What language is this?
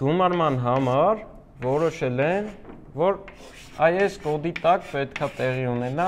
Armenian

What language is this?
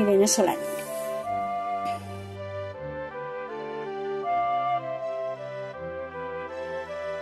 Catalan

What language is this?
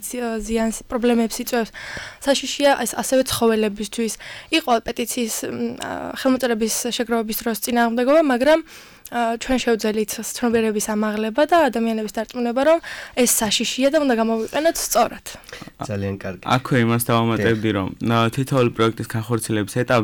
Georgian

